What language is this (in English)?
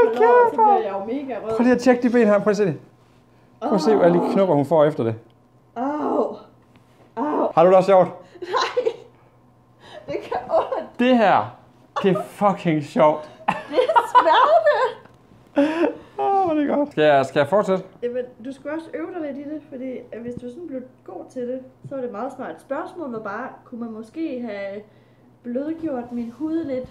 Danish